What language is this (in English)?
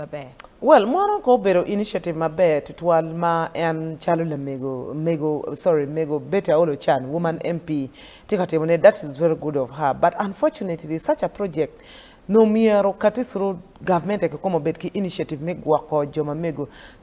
Acoli